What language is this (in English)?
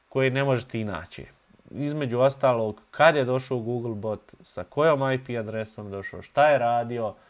Bosnian